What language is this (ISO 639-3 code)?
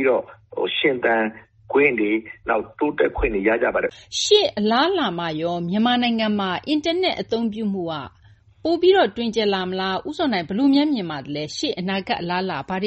mya